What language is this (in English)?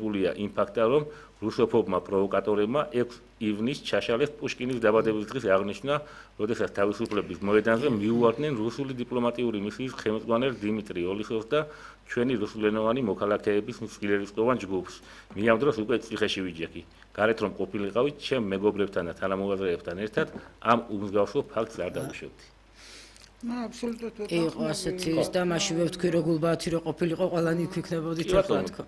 Georgian